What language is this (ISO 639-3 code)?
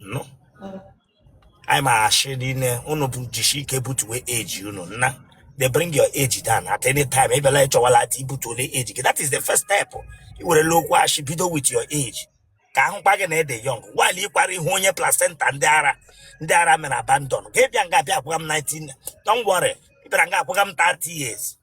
ibo